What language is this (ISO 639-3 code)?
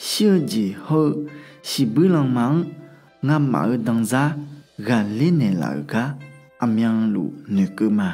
ahk